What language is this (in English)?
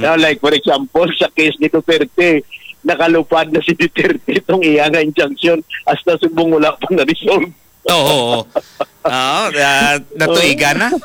Hiligaynon